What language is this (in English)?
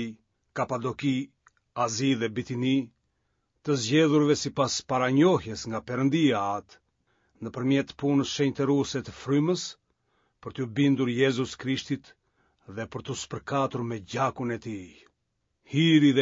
Albanian